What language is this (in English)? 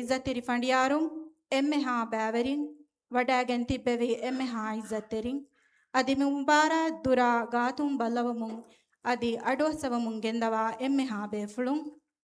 Divehi